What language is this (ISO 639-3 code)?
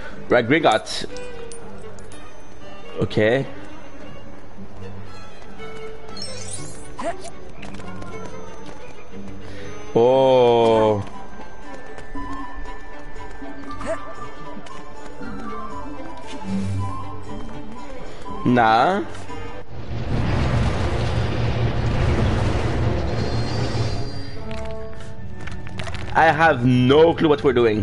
eng